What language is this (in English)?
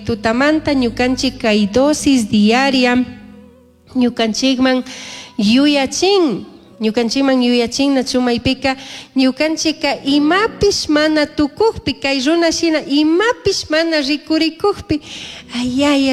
Chimborazo Highland Quichua